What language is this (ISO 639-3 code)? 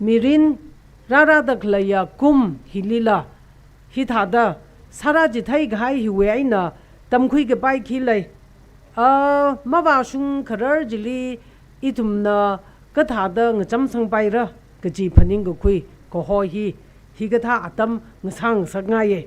nmf